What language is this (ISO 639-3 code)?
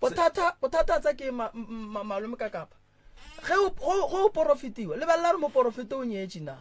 nso